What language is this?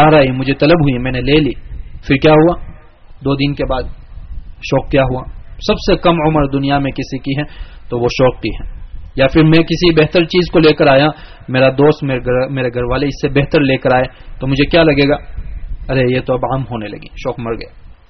Urdu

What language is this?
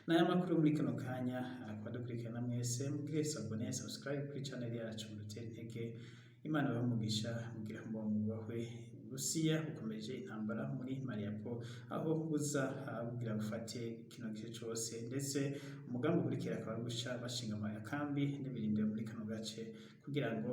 Rundi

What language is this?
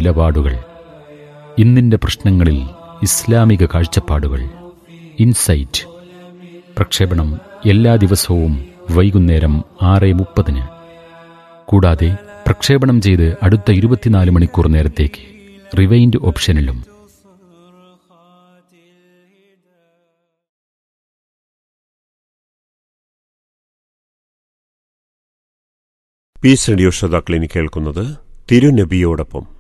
Malayalam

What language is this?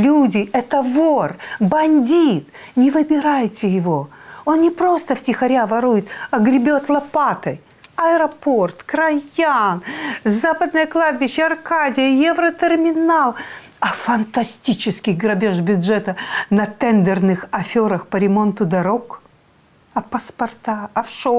Russian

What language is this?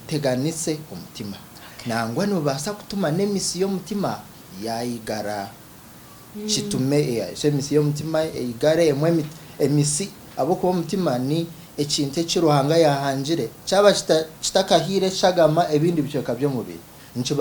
Nyankole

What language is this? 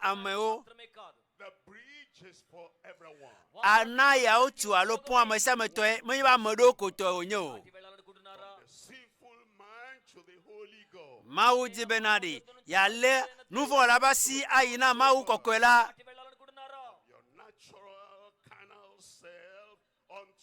Ewe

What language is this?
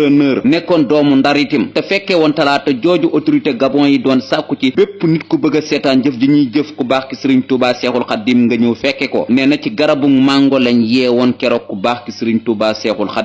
Wolof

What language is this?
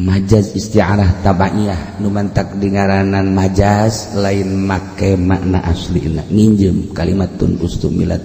Sundanese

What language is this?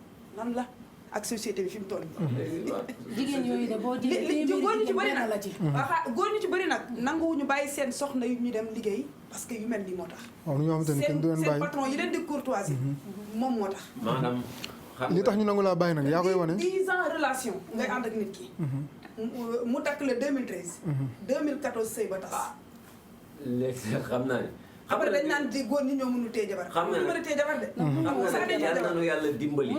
Wolof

